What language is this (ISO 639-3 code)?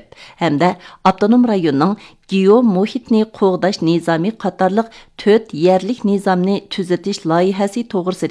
uig